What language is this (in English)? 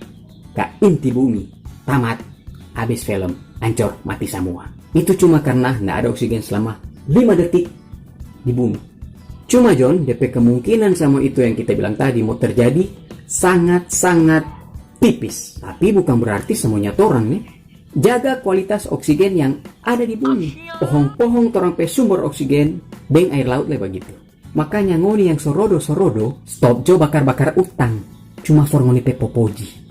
Manado Malay